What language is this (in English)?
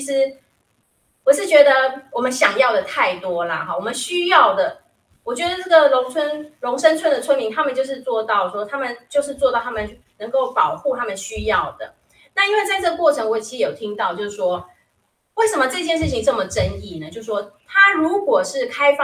Chinese